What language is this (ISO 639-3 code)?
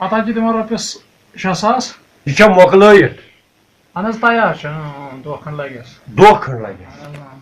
kas